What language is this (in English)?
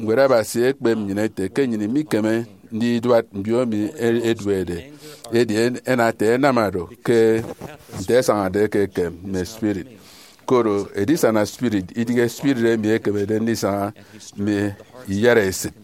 Efik